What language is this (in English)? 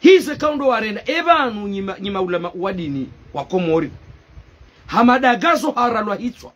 Ngazidja Comorian